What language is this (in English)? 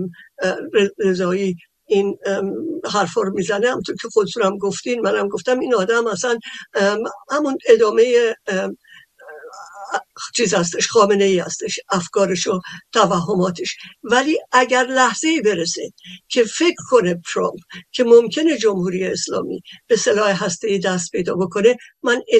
Persian